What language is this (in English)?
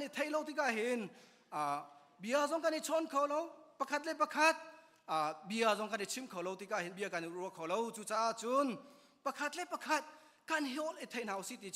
Hakha Chin